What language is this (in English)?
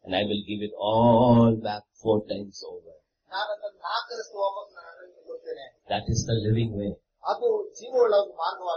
Kannada